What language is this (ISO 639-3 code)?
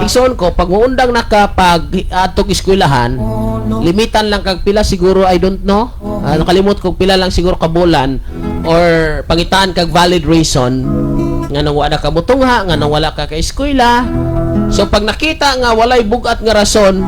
ceb